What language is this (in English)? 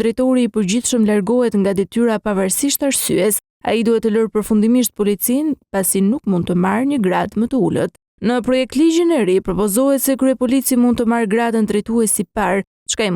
Albanian